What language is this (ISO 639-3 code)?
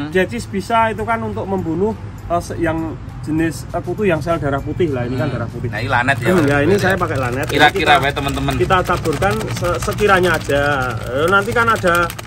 ind